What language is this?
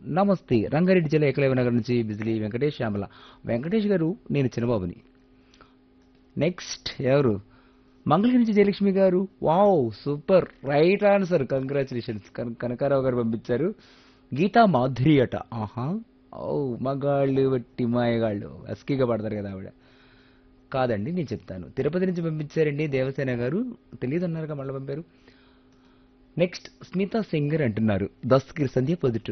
Telugu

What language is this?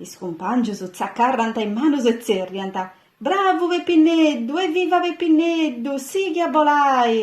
Sardinian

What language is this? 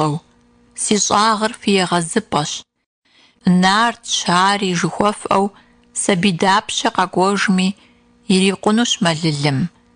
Kabardian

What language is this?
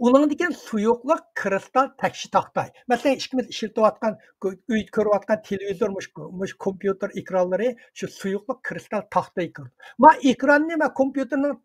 Uyghur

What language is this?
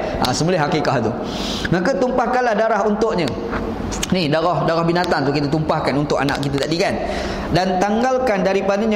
Malay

